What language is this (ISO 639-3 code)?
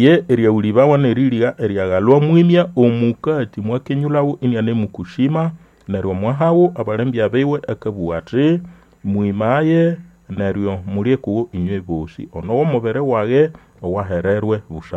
nnb